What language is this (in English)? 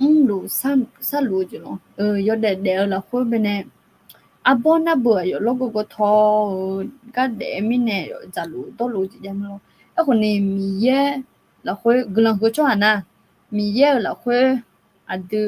Akha